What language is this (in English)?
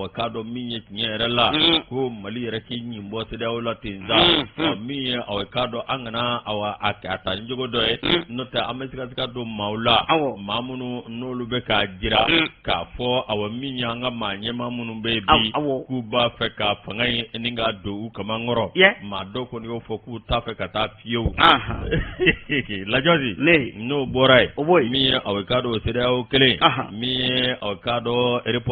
Bambara